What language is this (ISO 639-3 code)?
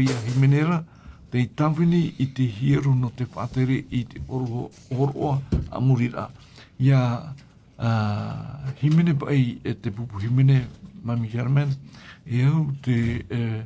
tah